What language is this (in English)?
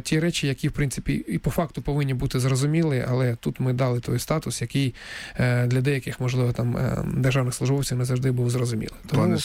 Ukrainian